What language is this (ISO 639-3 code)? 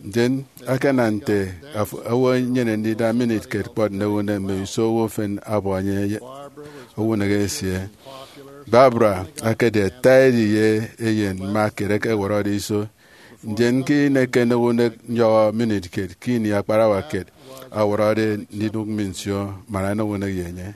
efi